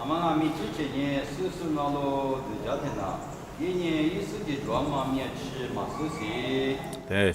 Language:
Lisu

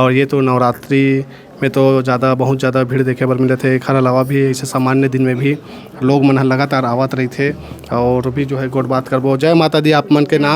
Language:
Chhattisgarhi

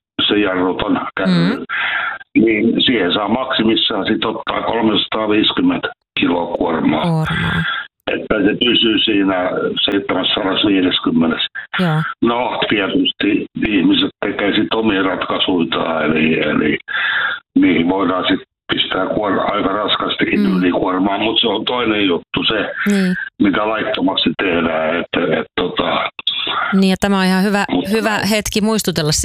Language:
Finnish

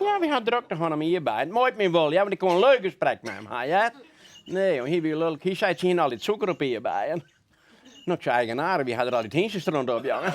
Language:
Western Frisian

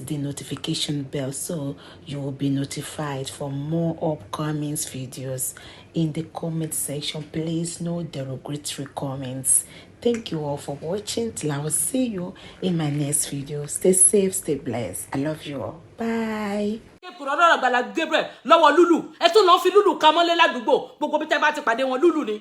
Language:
Yoruba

